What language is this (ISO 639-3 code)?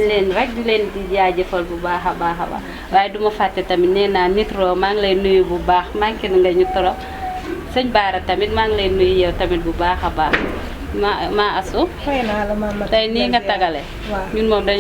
wol